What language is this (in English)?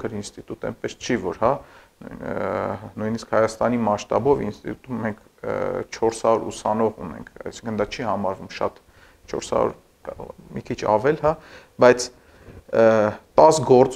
Armenian